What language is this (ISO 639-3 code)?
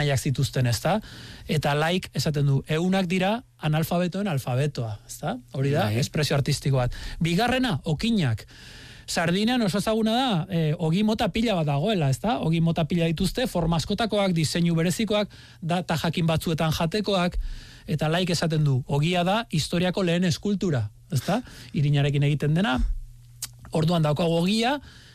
eus